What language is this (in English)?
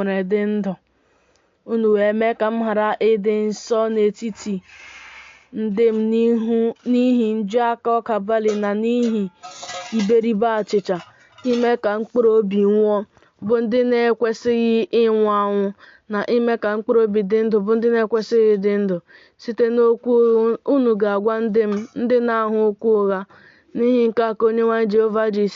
Igbo